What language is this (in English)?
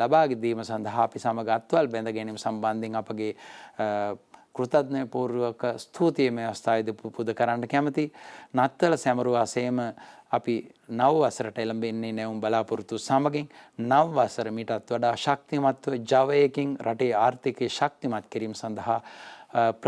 Sinhala